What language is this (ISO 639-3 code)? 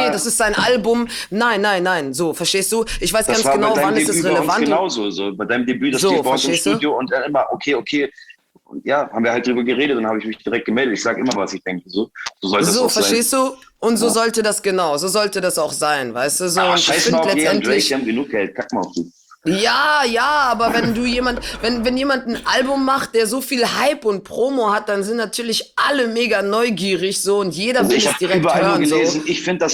deu